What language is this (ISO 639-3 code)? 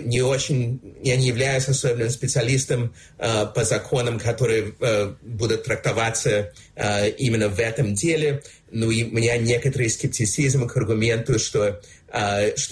rus